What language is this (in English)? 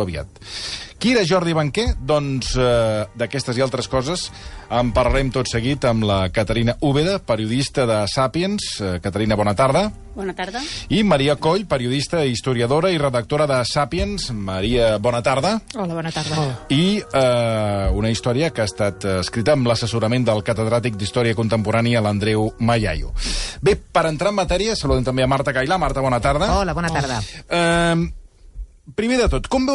Catalan